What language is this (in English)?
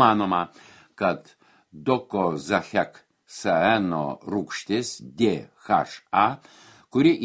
Lithuanian